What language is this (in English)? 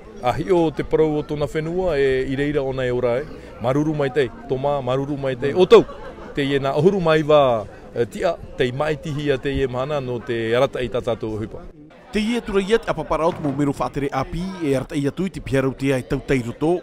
Tahitian